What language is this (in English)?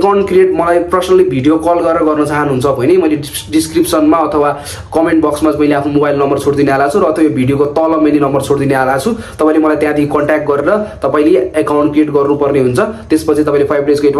Nepali